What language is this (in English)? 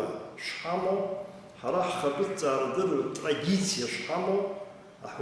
Abkhazian